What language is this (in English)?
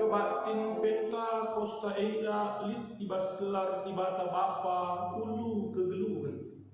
Batak Karo